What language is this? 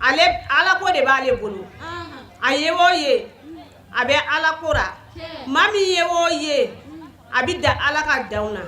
Bambara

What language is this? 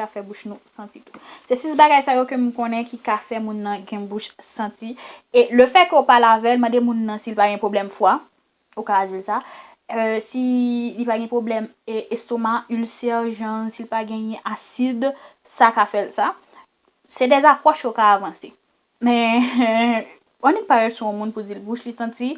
Haitian Creole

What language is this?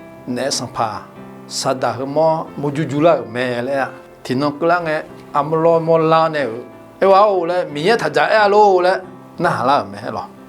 Akha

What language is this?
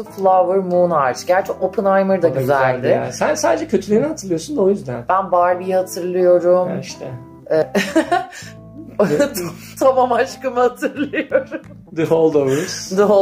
Turkish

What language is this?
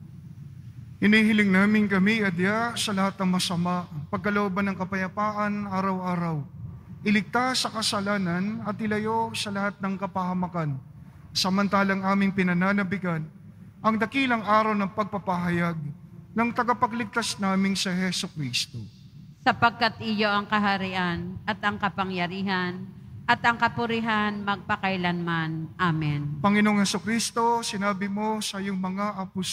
Filipino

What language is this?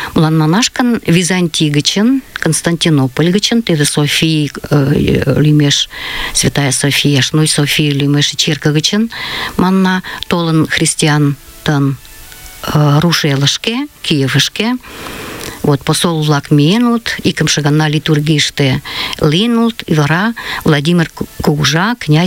Mari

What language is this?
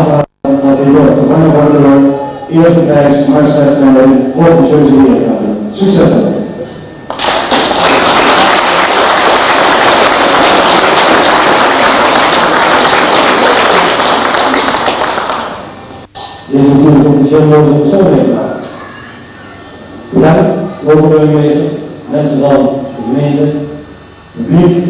Dutch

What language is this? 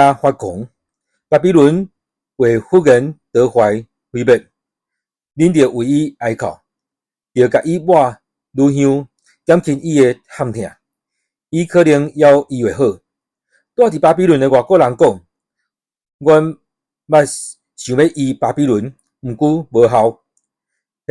Min Nan Chinese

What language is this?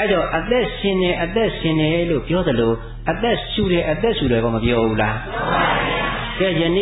Burmese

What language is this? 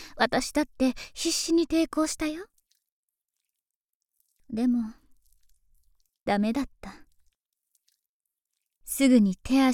Japanese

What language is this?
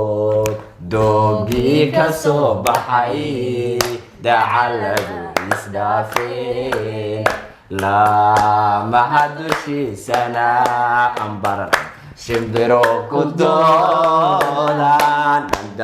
Somali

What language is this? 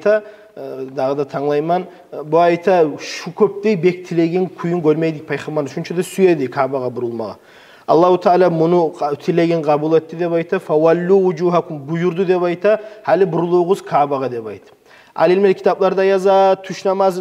Kumyk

